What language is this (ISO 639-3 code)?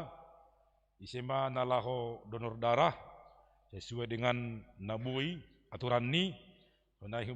bts